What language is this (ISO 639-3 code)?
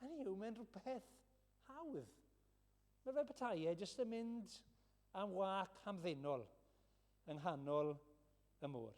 cym